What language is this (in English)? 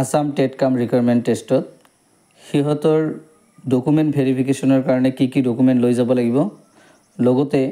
Assamese